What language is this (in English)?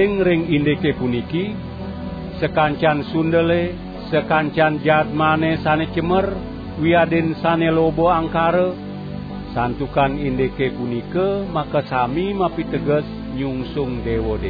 Balinese